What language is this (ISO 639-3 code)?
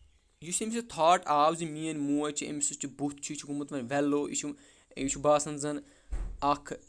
kas